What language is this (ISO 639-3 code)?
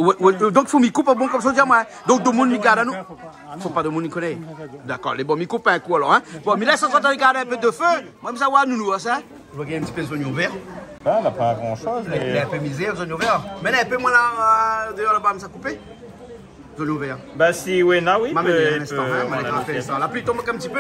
rcf